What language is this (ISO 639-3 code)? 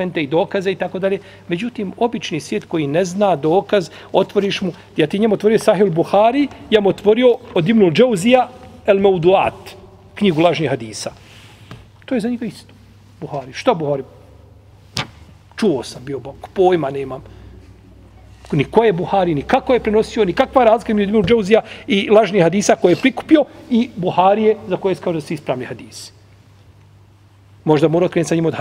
bos